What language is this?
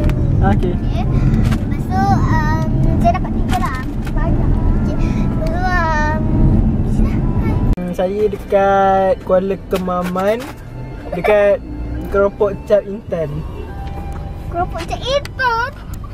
Malay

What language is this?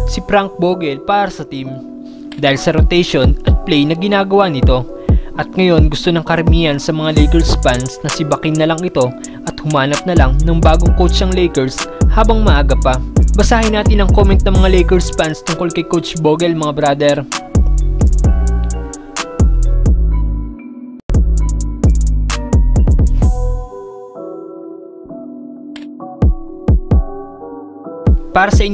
Filipino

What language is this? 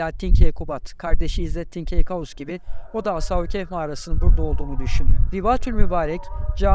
Turkish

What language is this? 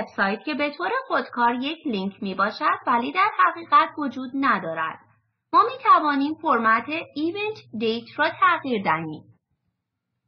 Persian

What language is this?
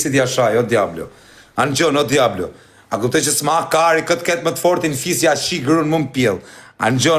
Albanian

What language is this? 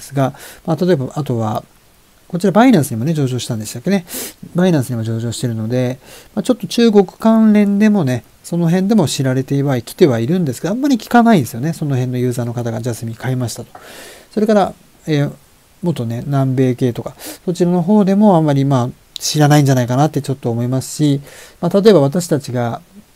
Japanese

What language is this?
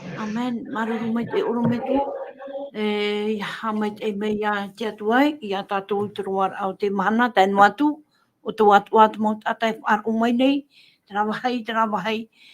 Tahitian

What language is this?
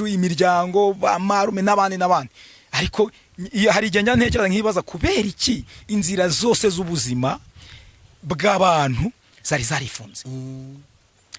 Kinyarwanda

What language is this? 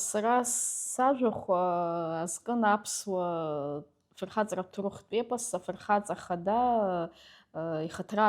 Abkhazian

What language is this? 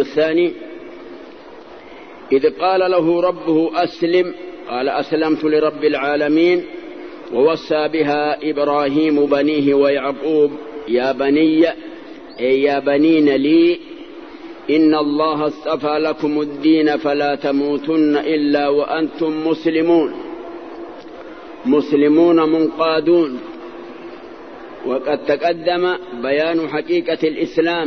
Arabic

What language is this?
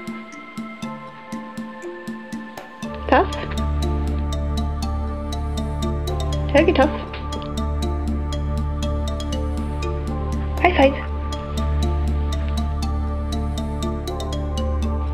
Norwegian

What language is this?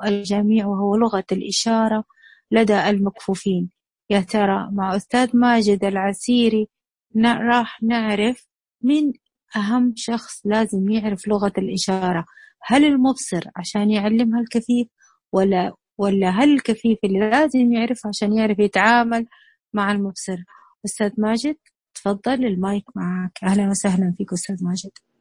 Najdi Arabic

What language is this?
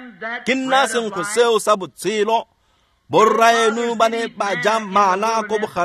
Tswana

